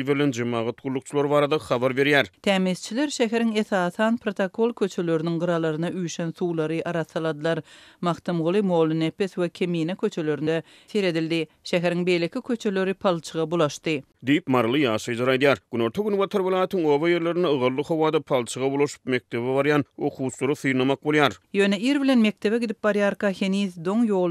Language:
Turkmen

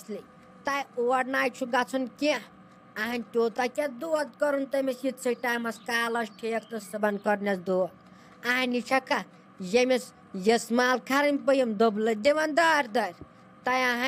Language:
Kashmiri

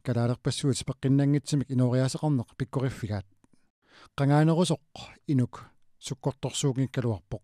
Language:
Kalaallisut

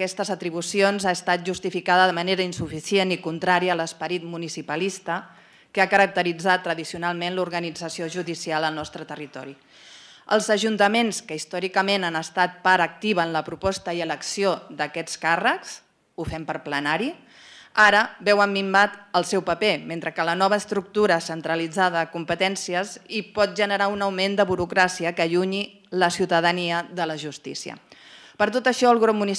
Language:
Catalan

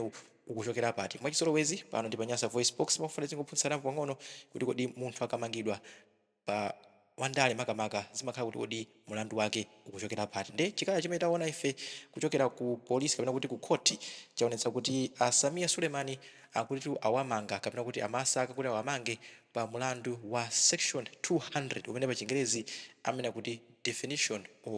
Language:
Nyanja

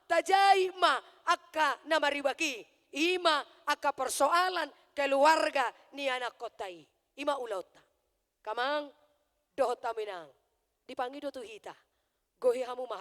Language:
Batak Toba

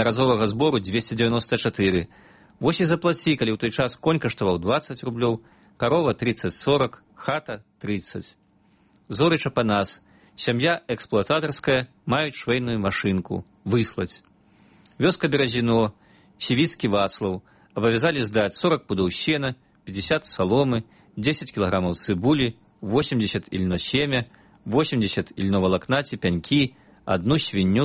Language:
Belarusian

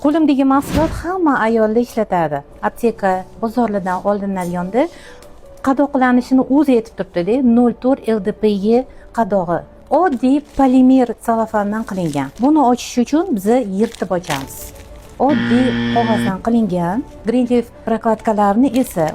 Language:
Uzbek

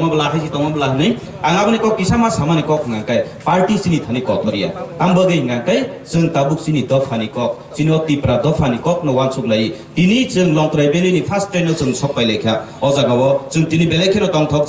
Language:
Kok Borok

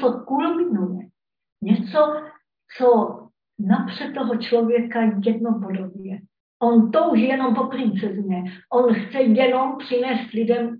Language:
Czech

